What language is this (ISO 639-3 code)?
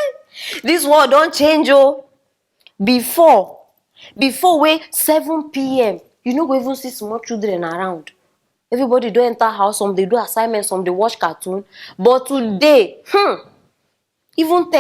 pcm